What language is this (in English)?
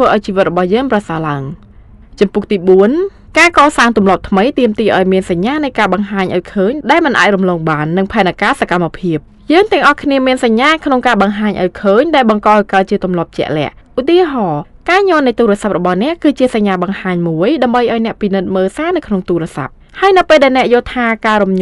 Khmer